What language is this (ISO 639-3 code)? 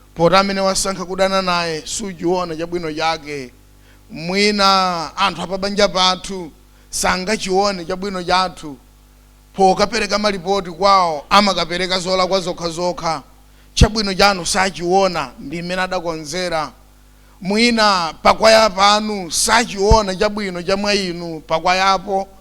nya